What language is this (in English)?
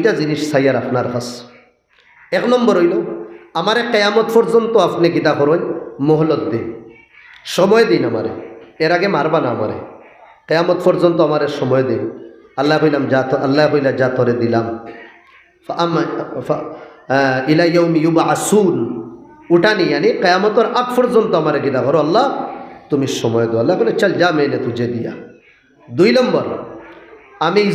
Sylheti